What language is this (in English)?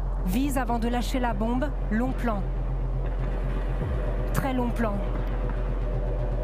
French